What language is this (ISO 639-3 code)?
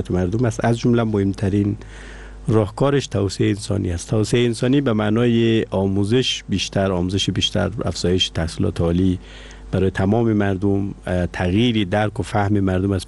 fas